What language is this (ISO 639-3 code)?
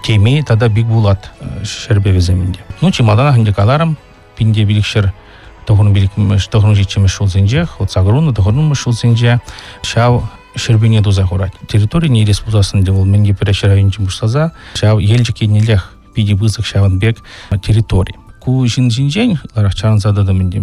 chv